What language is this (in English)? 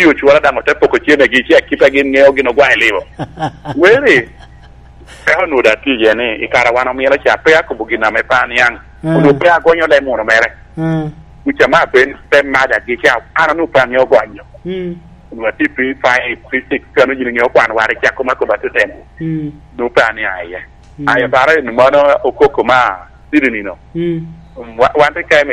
Lango (Uganda)